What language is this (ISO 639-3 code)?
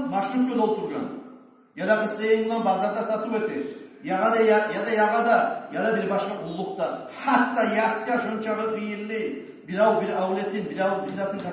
kum